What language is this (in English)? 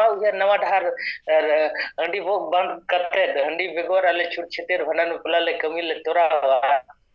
Santali